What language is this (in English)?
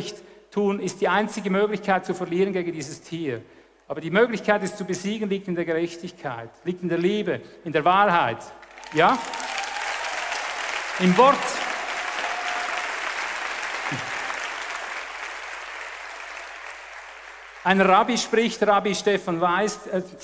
German